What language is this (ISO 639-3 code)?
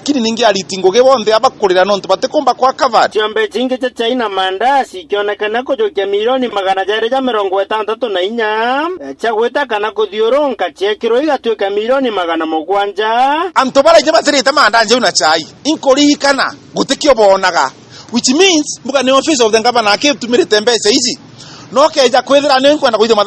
mer